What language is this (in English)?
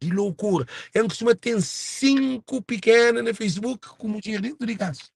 Kabuverdianu